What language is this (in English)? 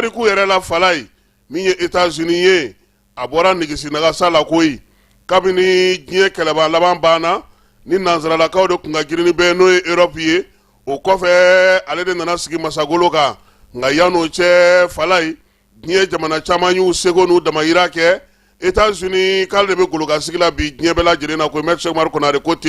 Bambara